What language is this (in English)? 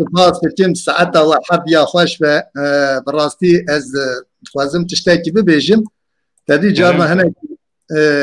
Kurdish